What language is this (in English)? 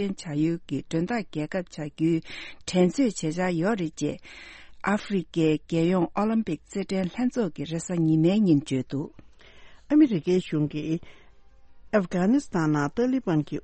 Tibetan